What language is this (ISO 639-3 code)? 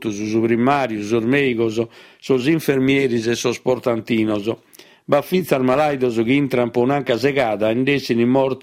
srd